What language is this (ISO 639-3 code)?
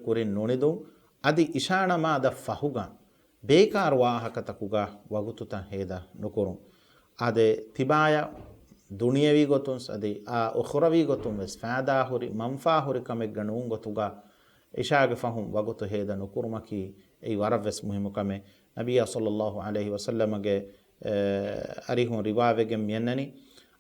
div